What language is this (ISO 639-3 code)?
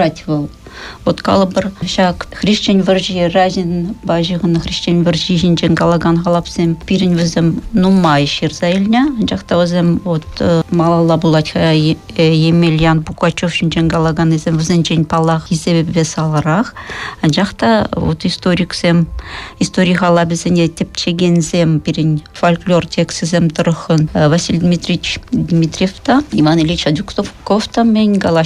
chv